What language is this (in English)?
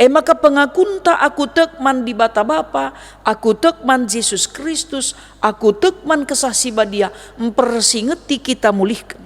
Batak Karo